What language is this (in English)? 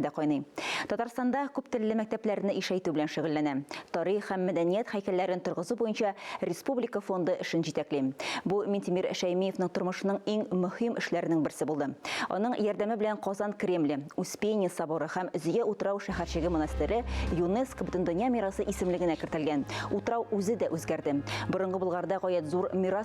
Tatar